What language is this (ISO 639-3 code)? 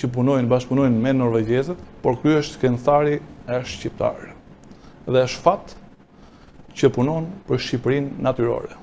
sqi